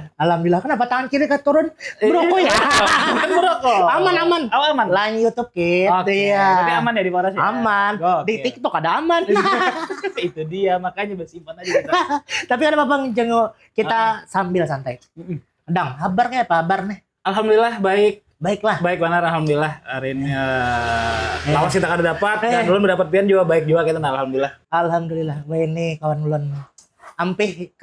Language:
Banjar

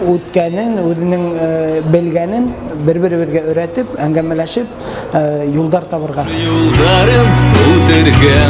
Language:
Bashkir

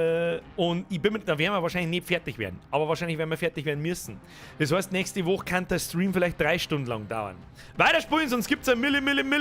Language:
Bavarian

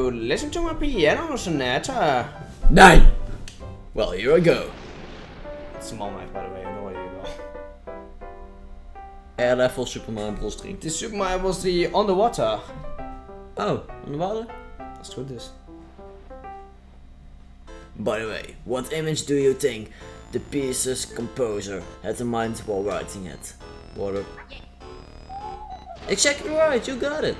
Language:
Dutch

